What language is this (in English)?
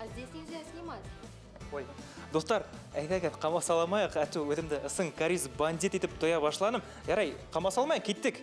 Bashkir